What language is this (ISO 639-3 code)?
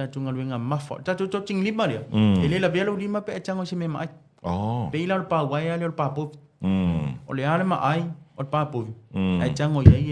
smo